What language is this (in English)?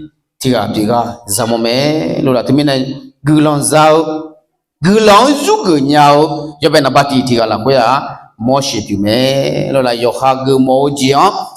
Akha